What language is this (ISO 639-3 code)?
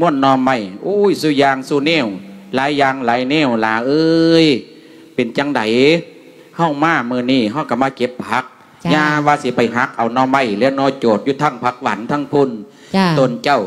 lao